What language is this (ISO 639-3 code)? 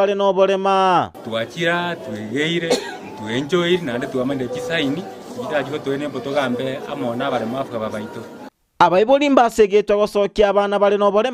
guz